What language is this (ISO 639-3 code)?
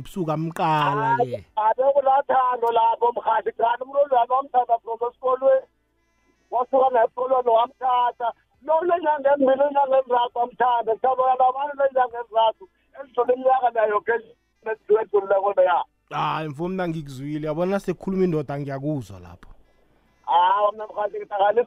nbl